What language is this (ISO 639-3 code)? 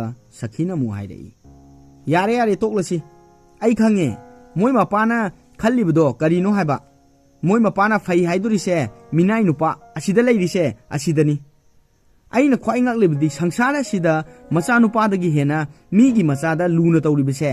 mni